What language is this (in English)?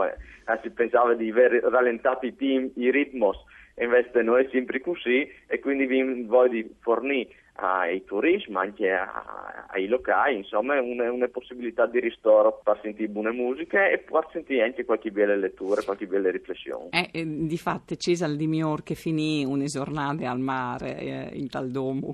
Friulian